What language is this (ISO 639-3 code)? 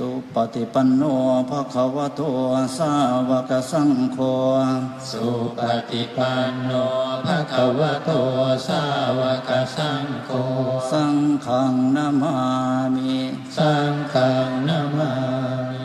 pli